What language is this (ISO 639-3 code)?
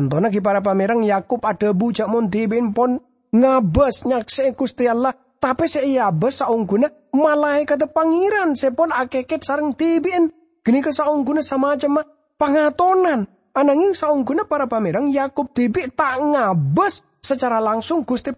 mad